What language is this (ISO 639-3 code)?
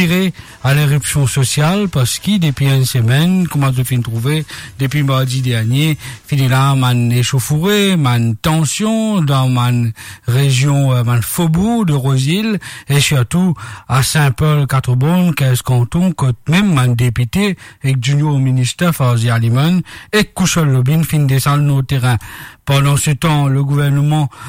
mfe